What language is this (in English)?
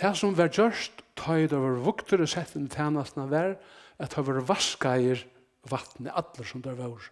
Faroese